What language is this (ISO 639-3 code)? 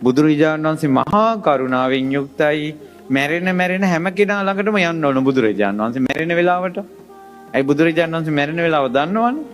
sin